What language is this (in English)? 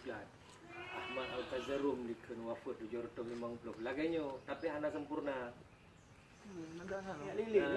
Achinese